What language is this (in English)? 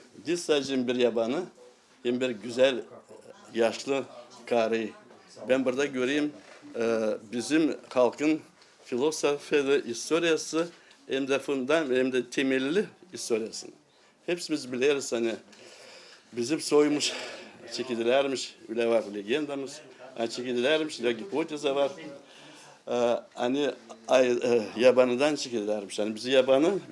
Gagauz